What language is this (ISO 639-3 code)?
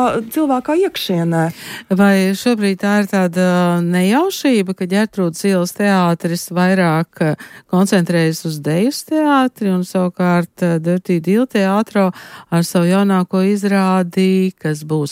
lav